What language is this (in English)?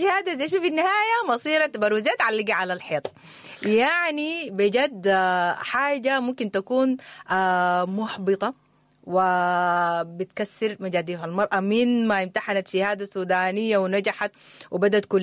Sudanese Arabic